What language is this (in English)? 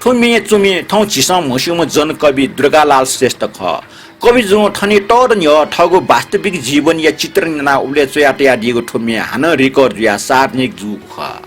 Newari